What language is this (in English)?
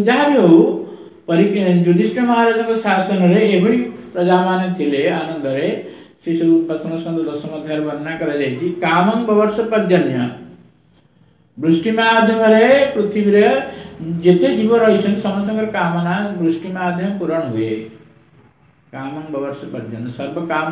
Odia